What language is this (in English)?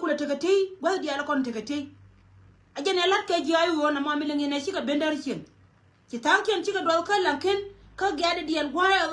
Nuer